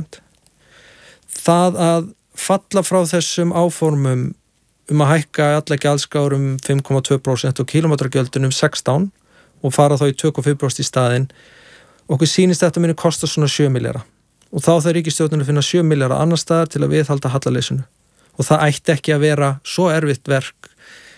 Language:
Icelandic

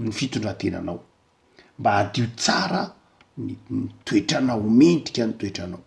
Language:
Malagasy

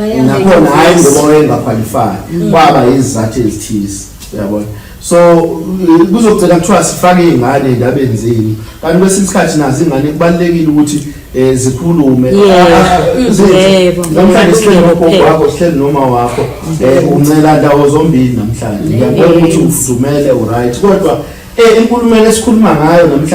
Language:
Zulu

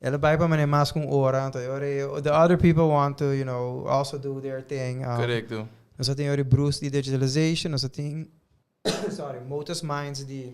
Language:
Papiamento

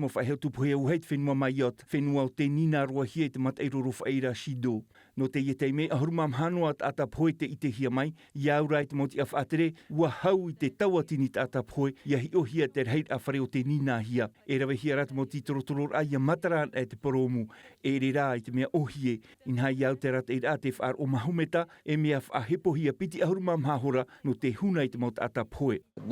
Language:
Tahitian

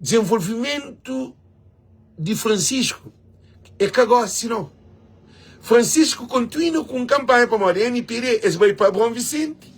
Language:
Kabuverdianu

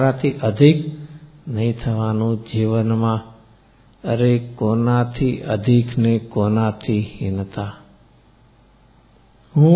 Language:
Gujarati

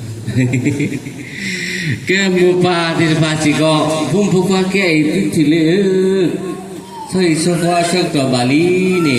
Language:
S'gaw Karen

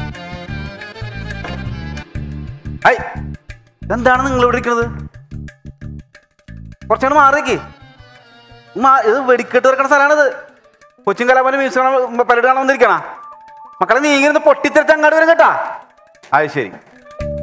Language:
Malayalam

